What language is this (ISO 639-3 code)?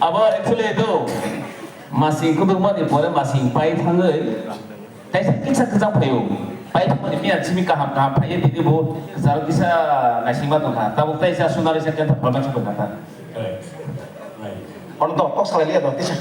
trp